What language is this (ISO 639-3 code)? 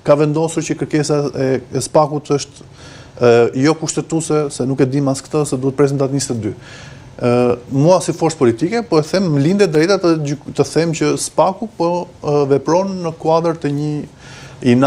sqi